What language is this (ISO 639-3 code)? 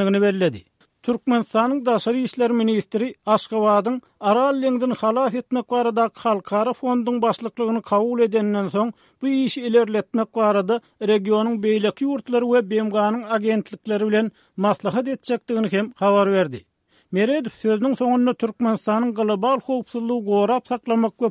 tuk